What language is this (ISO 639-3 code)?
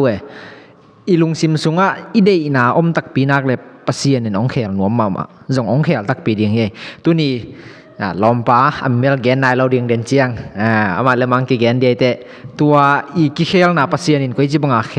ctd